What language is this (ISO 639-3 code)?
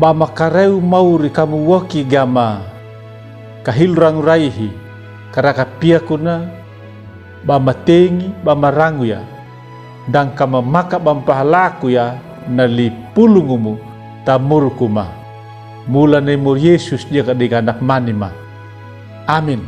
akg